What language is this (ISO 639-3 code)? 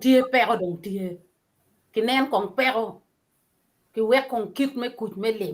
ach